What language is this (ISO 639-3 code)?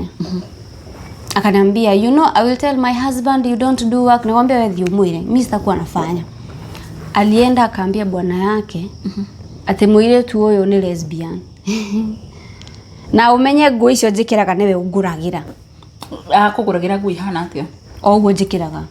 kik